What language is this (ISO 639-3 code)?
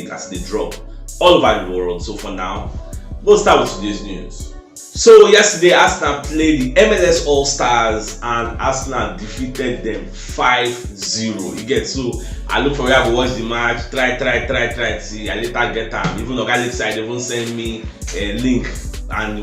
pcm